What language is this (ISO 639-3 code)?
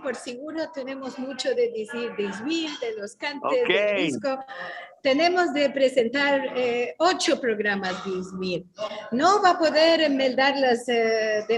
lad